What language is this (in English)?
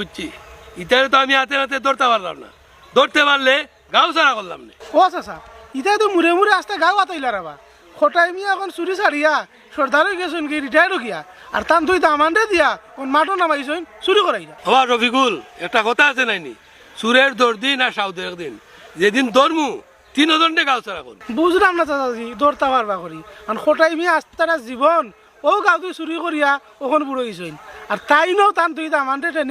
Sylheti